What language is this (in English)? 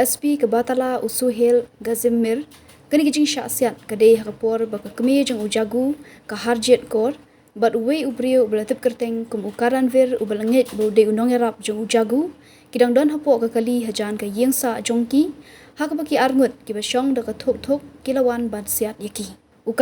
Khasi